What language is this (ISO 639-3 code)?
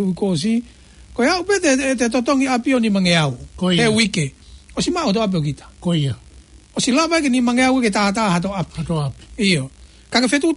ton